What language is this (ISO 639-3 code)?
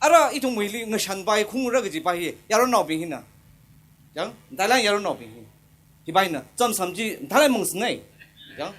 nmf